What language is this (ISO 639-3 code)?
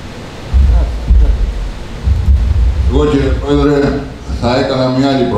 ell